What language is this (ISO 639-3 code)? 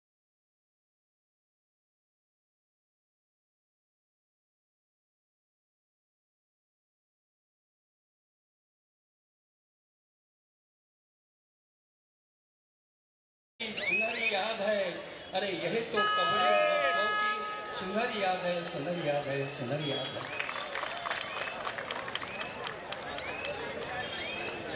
mar